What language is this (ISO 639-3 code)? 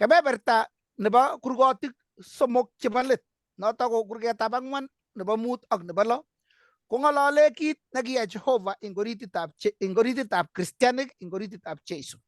kln